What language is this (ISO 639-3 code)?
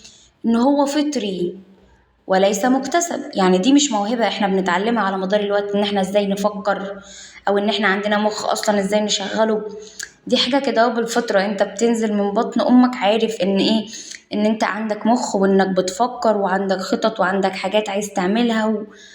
arz